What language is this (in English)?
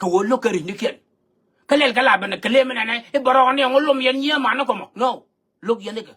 Nuer